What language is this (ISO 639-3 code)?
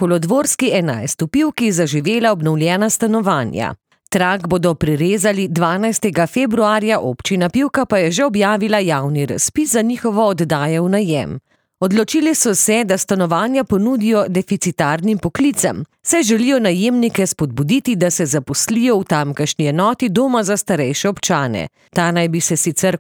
slv